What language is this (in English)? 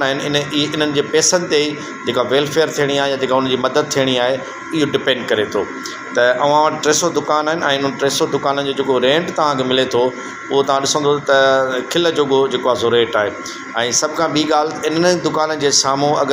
Sindhi